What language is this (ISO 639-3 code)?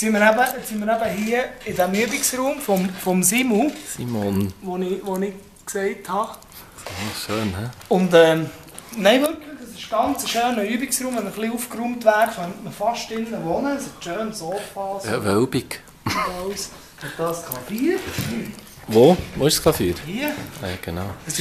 gsw